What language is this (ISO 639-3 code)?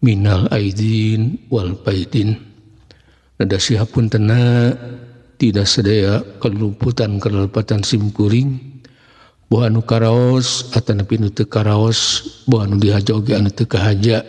sun